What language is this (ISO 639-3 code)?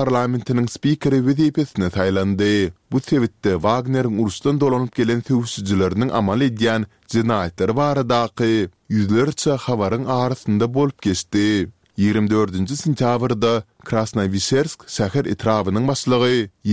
tuk